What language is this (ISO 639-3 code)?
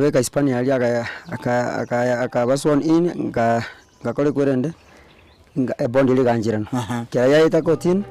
guz